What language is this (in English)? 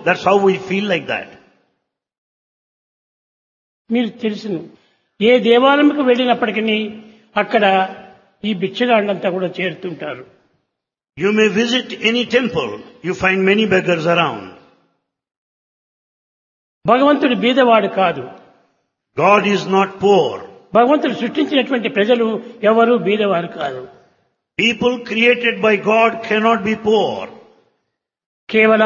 Telugu